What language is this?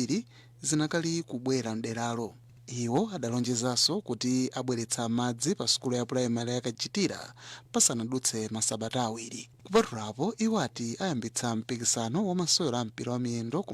Nyanja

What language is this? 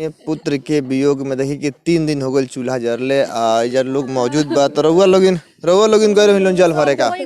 Bhojpuri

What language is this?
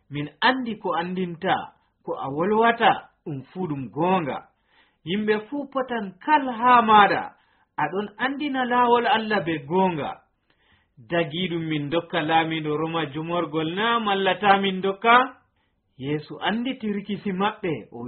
Nigerian Fulfulde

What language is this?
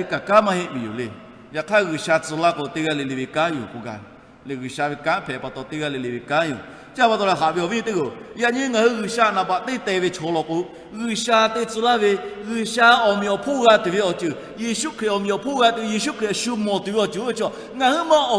Lahu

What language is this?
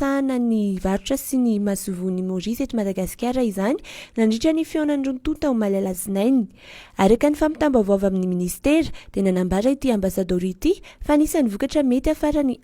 Malagasy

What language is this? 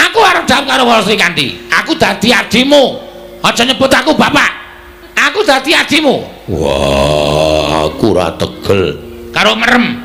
Javanese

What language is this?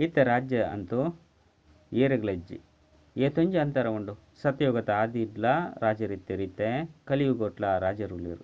Tulu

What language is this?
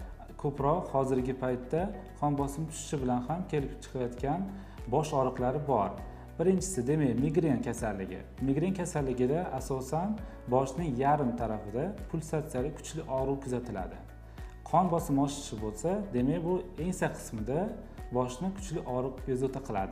Uzbek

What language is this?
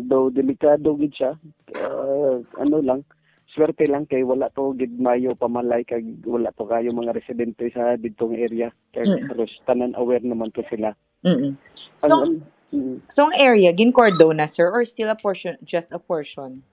Hiligaynon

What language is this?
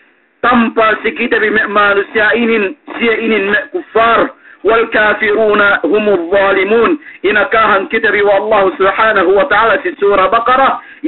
Yakan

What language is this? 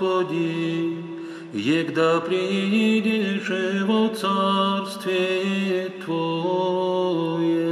Bulgarian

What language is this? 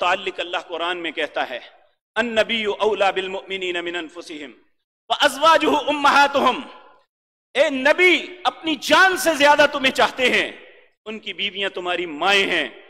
Urdu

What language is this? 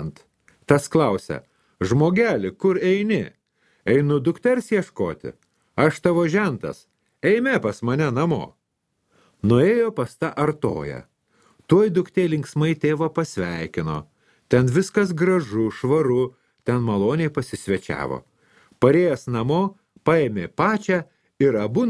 Lithuanian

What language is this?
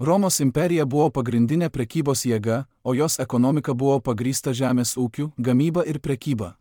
Lithuanian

